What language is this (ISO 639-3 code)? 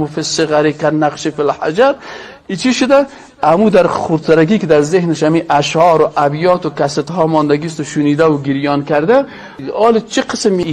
fas